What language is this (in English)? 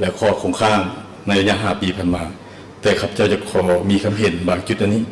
Lao